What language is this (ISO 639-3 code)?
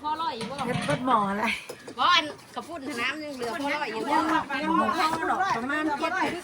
tts